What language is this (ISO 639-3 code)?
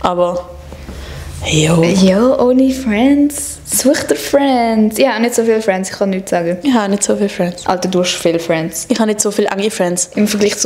gsw